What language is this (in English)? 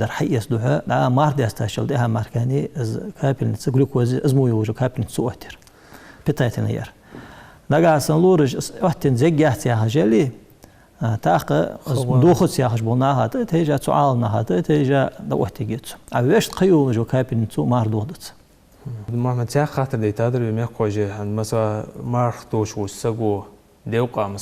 Ingush